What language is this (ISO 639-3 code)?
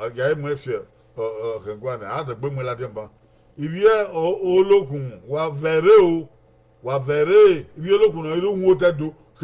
bin